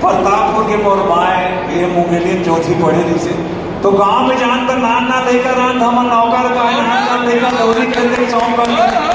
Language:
Chhattisgarhi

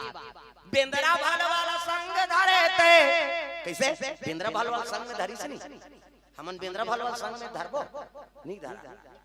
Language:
Chhattisgarhi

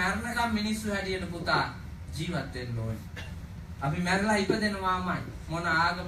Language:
Sinhala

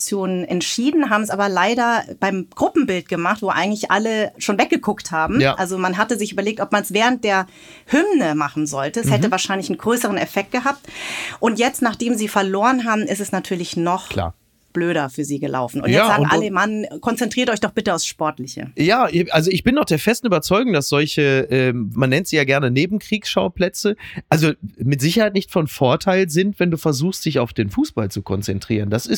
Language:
German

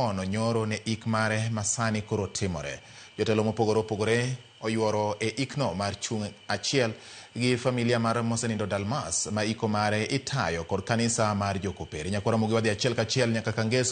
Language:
Luo (Kenya and Tanzania)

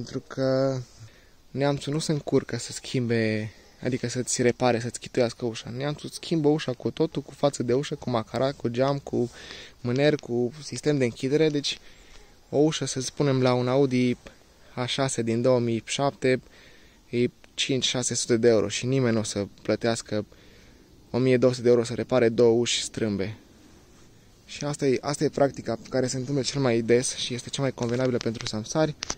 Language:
Romanian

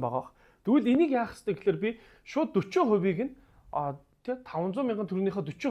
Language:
Mongolian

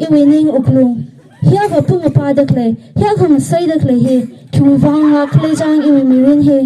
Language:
Tangkhul Naga (India)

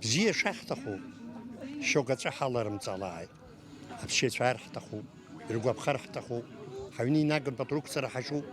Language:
Abkhazian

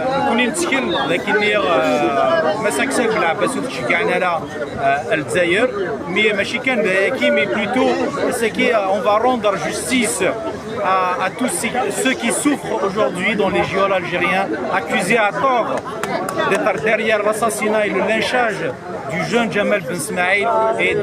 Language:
Kabyle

